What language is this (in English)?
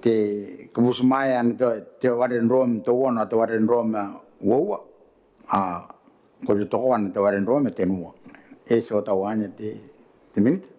Gilbertese